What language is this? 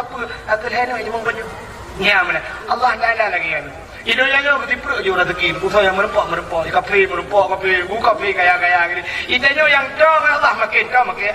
Achinese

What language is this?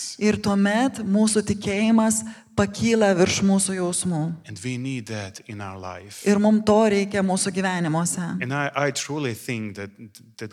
Lithuanian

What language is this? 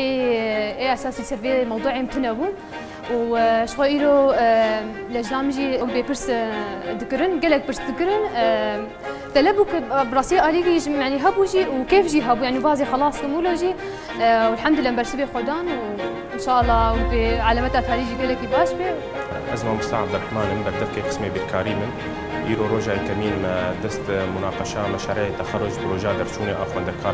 Kurdish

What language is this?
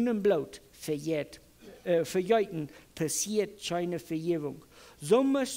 Plautdietsch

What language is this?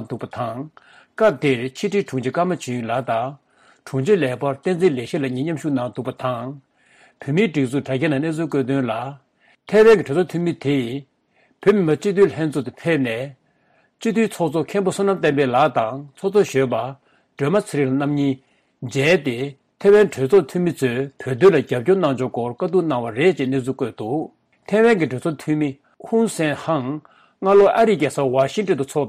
Tibetan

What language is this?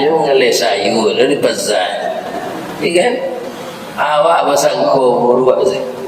Minangkabau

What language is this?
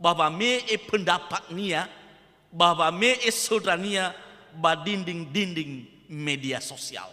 Nias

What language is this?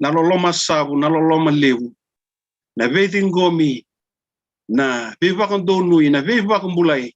Fijian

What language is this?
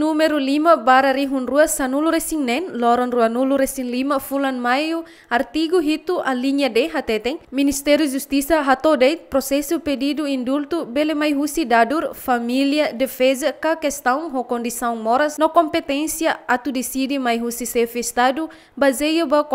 Tetum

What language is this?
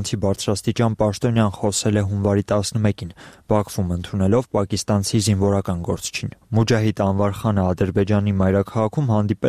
Armenian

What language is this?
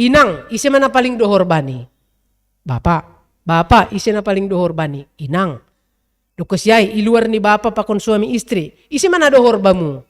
Batak Simalungun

